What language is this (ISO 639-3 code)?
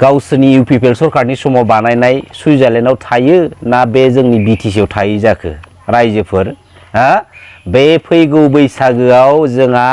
brx